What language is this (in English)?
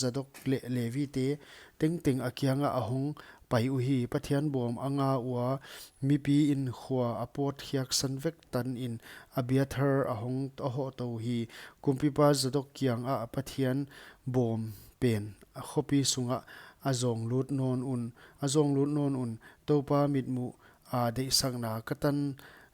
Paite Chin